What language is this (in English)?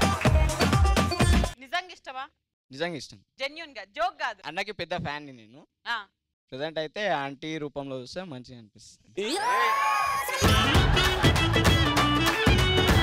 Telugu